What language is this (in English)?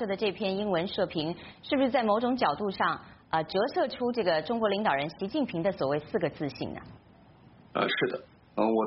Chinese